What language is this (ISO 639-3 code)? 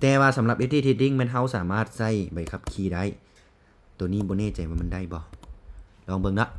lao